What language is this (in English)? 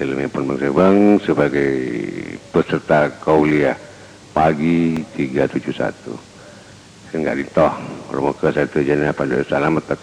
Madurese